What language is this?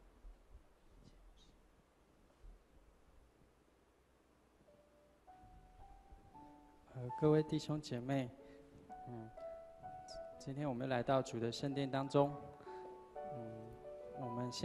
Chinese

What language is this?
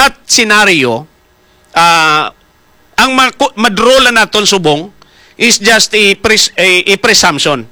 Hiligaynon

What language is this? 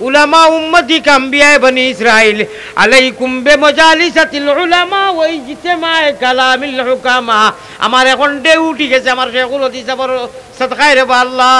Sylheti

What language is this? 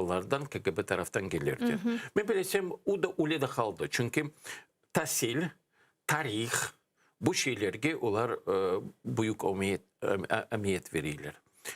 Crimean Tatar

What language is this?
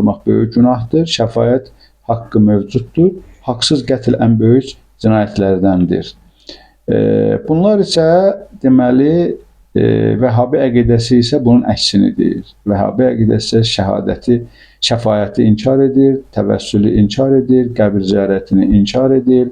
Azerbaijani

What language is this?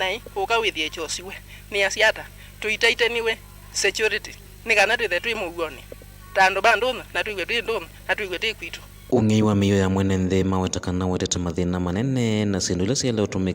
Kamba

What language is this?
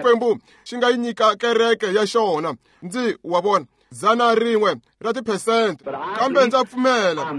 Tsonga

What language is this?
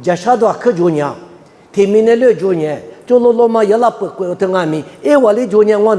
Lisu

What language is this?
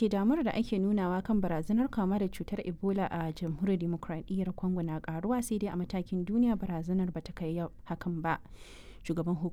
Hausa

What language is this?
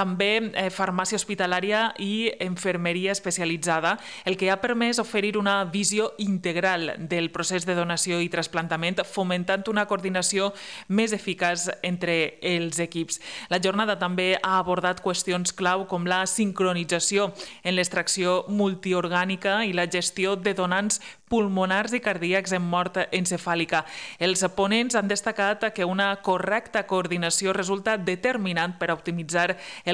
Catalan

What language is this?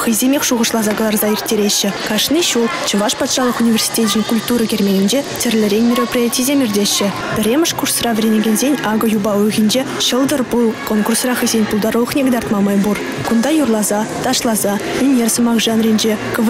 Chuvash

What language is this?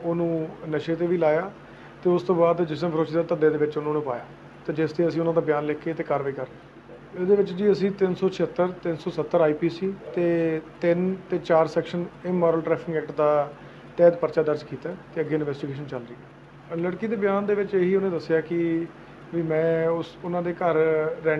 Punjabi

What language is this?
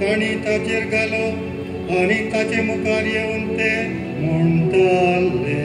Konkani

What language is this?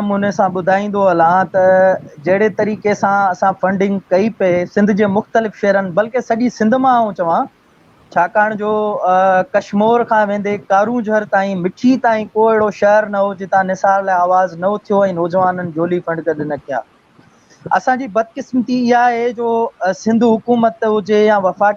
Sindhi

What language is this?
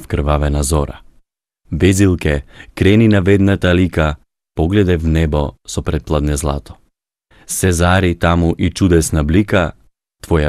Macedonian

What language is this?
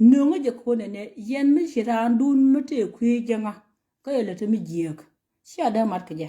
Nuer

